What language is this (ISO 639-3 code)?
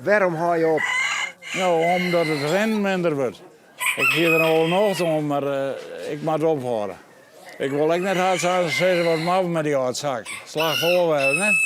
fry